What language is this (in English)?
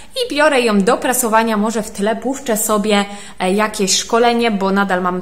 Polish